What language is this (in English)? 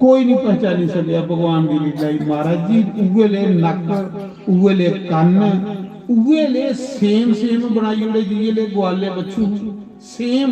Dogri